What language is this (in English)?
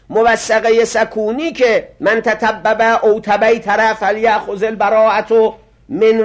Persian